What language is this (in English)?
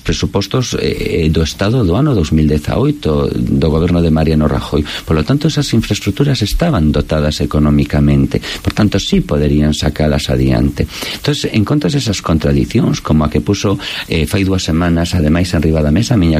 Galician